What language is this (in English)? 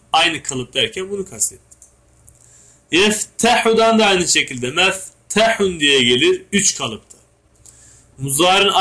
Turkish